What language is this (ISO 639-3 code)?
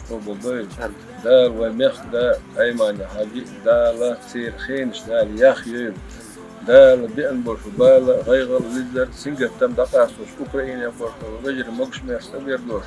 che